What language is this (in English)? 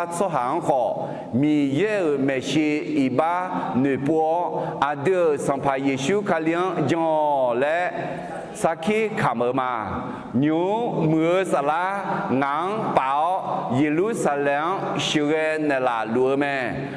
Akha